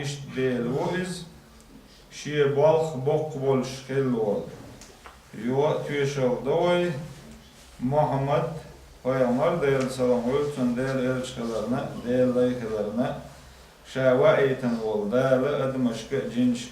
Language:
Chechen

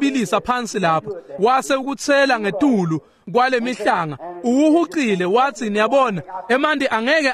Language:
Swati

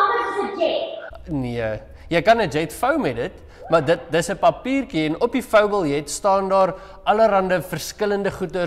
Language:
Afrikaans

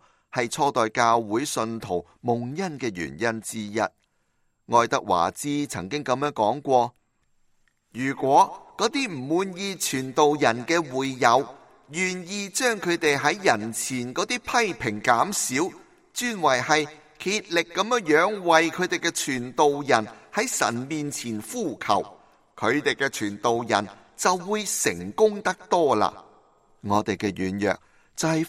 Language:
Cantonese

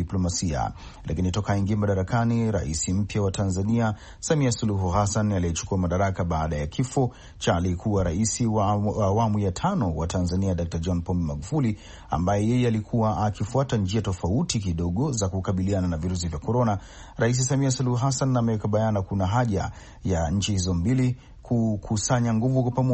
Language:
Swahili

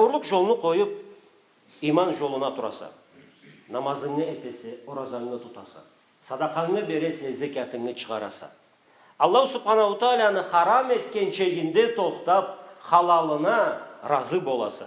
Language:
Karachay-Balkar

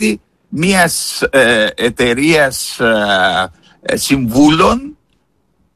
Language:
Greek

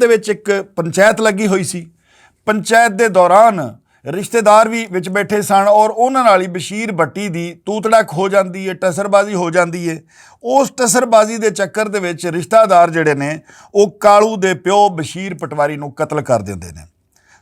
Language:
Western Panjabi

